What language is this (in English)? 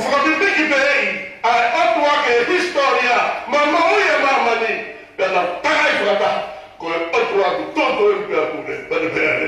Tongan